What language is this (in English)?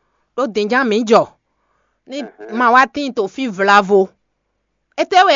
Fon